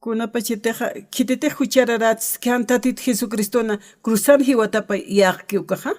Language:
Aymara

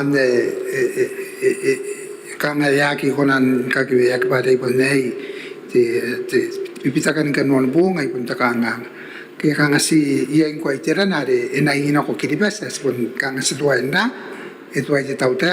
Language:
Gilbertese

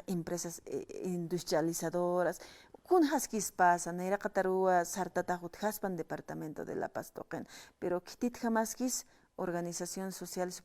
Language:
Aymara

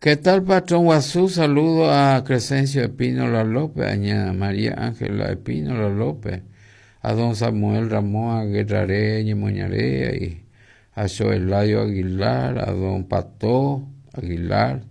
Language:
Guarani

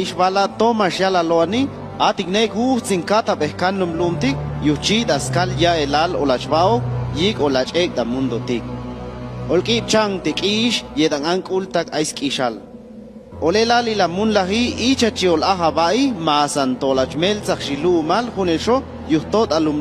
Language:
Chuj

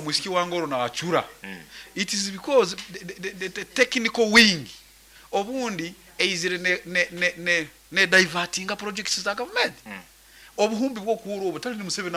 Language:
Nyankole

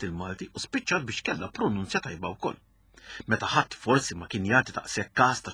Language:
Maltese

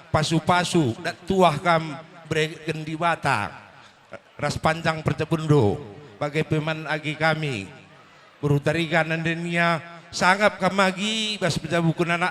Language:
Batak Karo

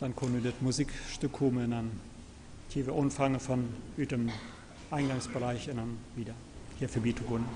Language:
Plautdietsch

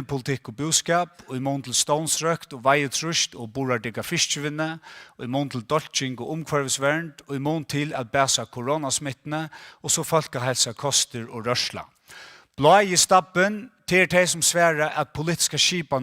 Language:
Faroese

